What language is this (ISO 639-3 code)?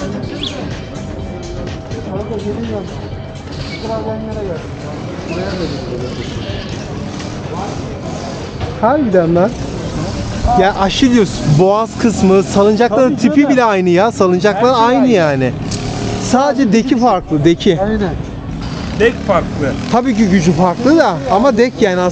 tur